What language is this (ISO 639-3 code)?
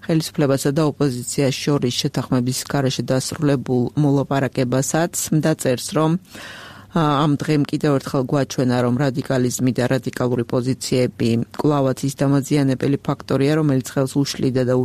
kat